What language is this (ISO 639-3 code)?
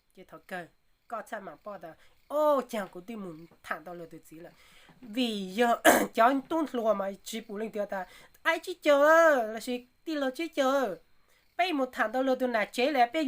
hmn